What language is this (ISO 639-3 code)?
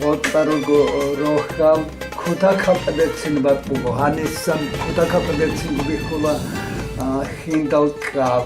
ava